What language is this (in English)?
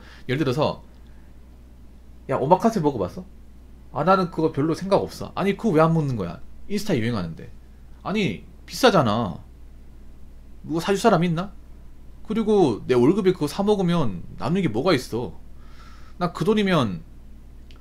Korean